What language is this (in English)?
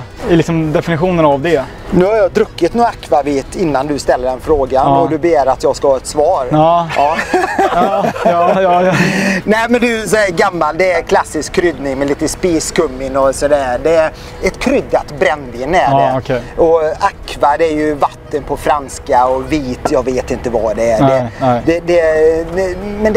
Swedish